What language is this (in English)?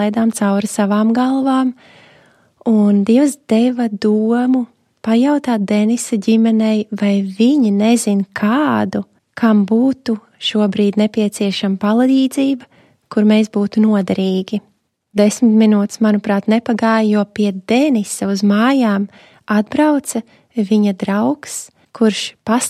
Latvian